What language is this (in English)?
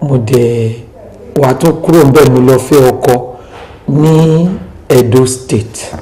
Yoruba